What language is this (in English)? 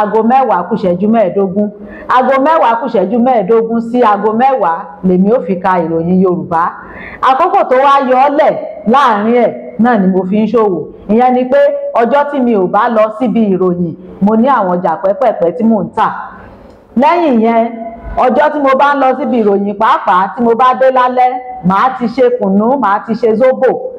Yoruba